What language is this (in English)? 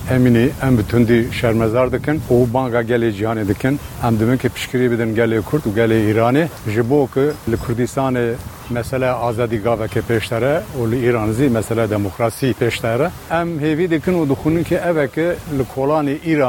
Kurdish